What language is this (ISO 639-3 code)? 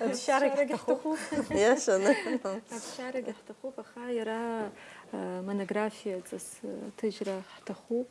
abk